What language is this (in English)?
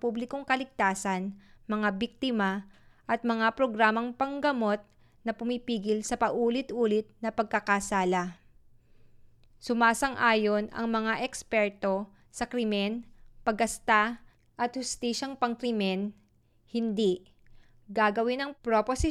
Filipino